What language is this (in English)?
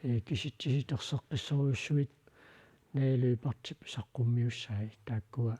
Kalaallisut